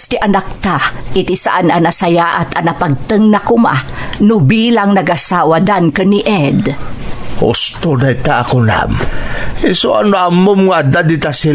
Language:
Iloko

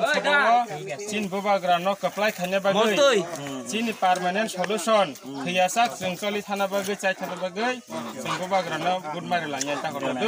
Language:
Kok Borok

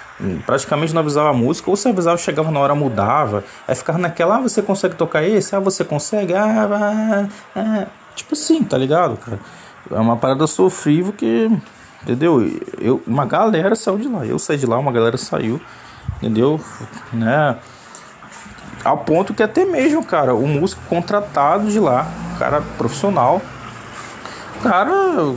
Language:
Portuguese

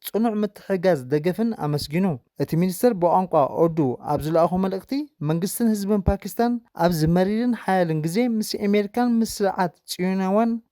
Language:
Tigrinya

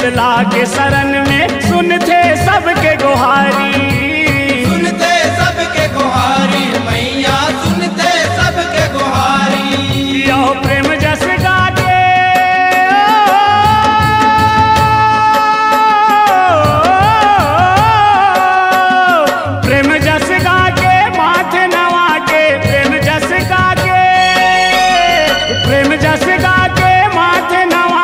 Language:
Chhattisgarhi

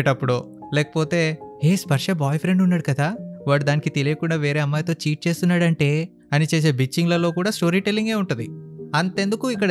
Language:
Telugu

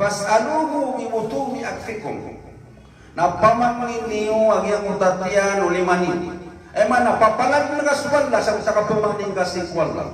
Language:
Maranao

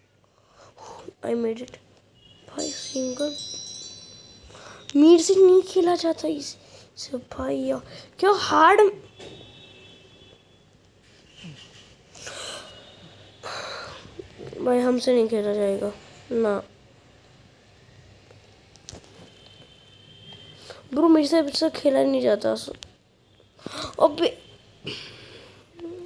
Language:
Hindi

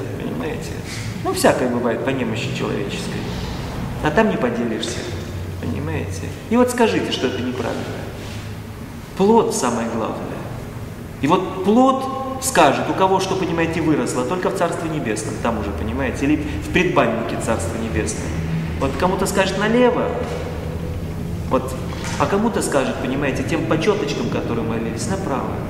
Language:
Russian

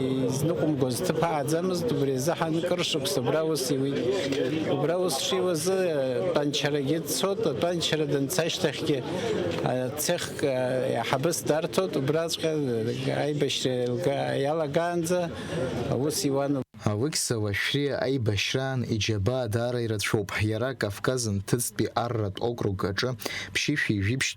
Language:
Abkhazian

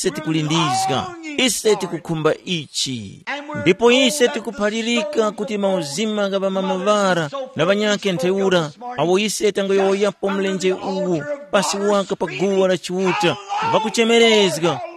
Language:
Tumbuka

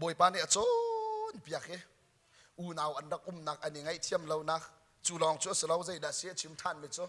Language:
Hakha Chin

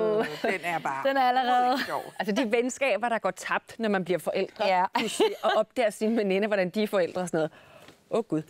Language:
Danish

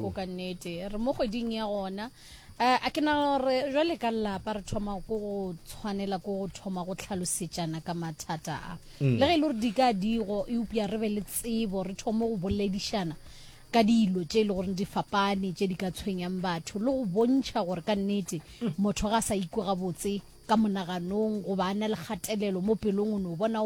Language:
Northern Sotho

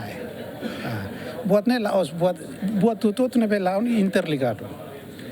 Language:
Tetum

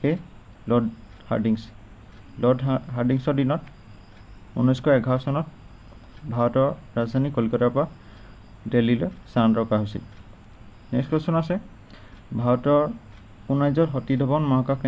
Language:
Assamese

